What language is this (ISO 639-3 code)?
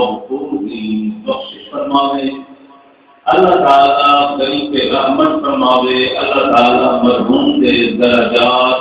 skr